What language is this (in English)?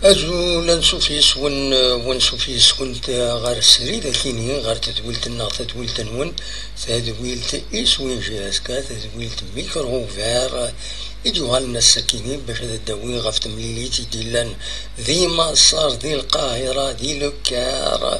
Kabyle